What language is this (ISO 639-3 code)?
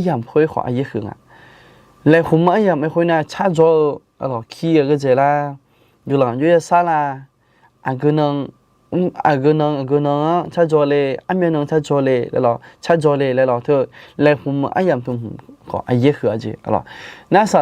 ahk